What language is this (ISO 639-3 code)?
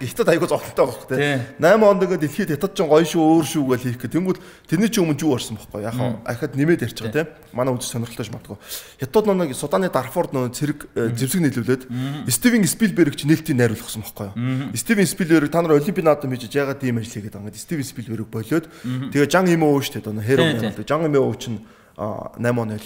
mon